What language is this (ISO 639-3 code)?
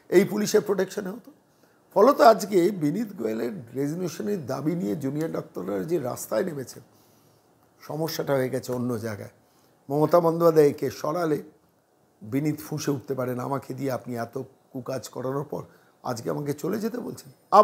ben